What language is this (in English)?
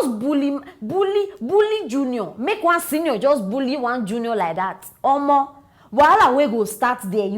Nigerian Pidgin